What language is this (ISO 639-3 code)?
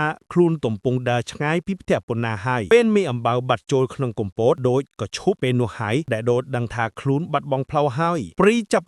khm